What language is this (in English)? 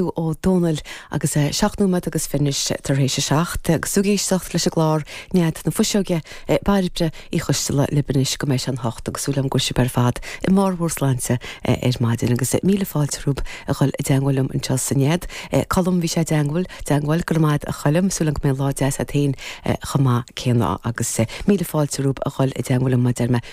Irish